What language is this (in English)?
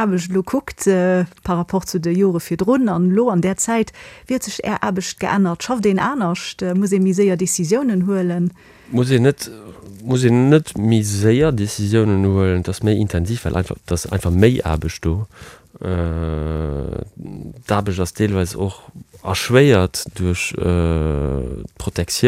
Luxembourgish